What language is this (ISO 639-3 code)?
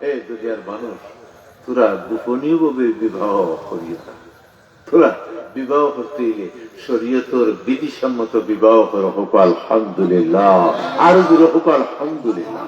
syl